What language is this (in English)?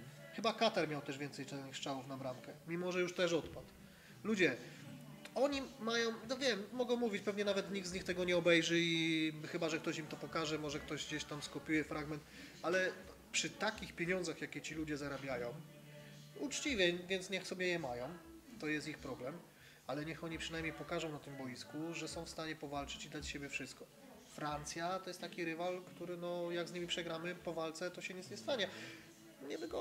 Polish